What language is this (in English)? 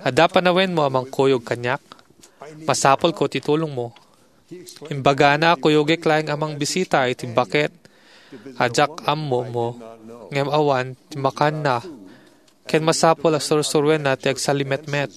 Iloko